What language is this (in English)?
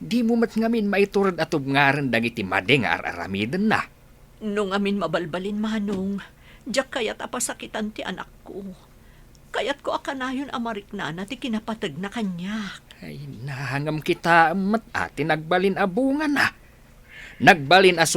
Iloko